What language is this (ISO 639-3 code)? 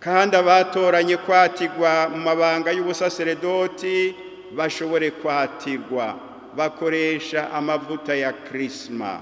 run